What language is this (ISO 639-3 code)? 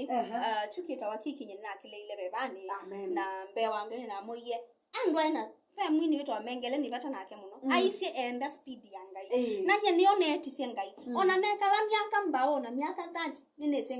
kam